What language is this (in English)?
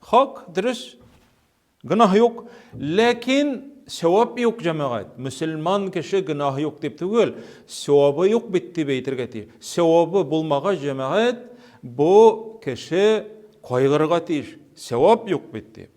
Tatar